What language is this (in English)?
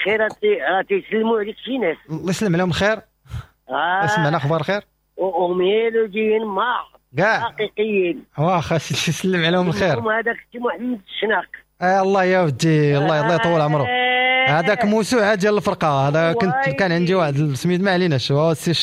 Moroccan Arabic